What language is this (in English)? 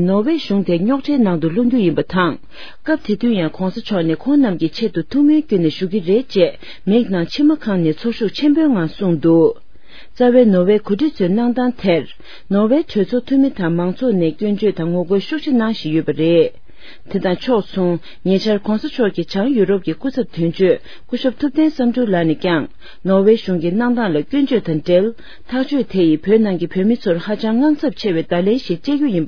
Tibetan